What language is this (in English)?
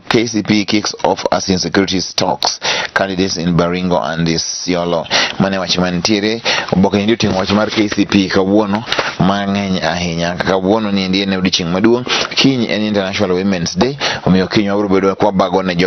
Luo (Kenya and Tanzania)